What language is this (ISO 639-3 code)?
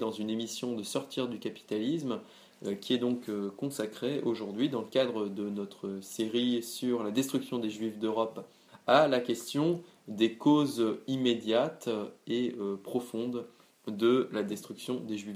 fra